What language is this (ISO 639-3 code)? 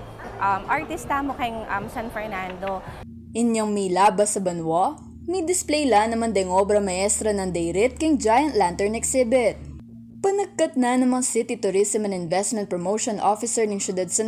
pam